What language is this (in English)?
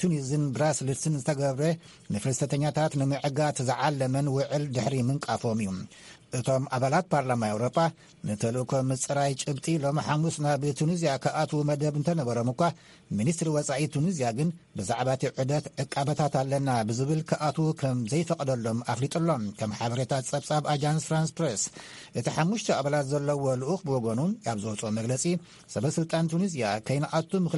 Tigrinya